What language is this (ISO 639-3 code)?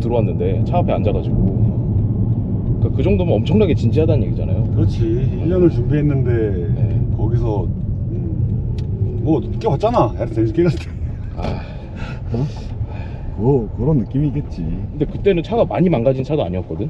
kor